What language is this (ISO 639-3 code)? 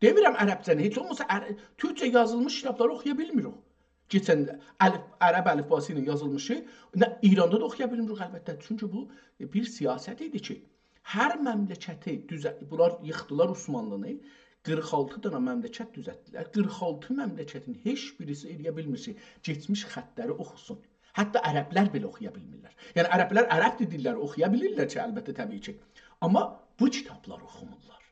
azb